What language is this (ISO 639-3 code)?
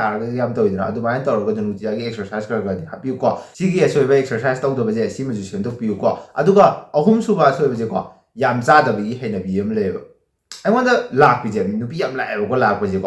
mni